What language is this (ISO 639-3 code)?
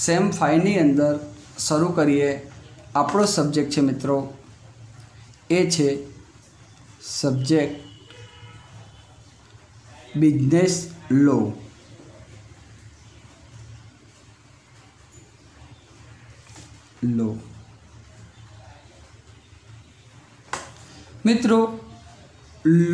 guj